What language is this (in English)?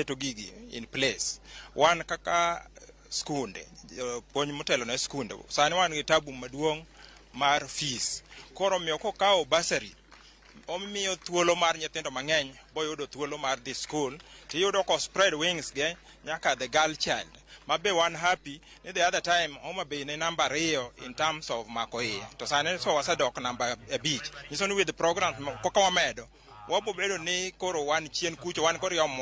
Luo (Kenya and Tanzania)